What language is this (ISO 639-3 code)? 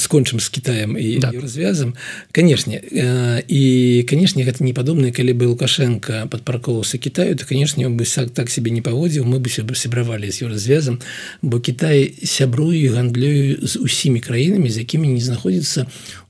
bel